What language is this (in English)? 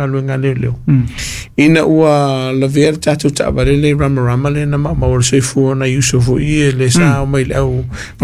Samoan